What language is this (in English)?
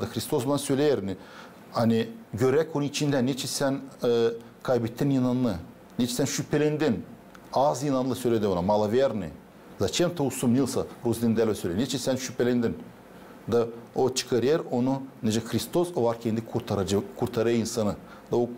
Gagauz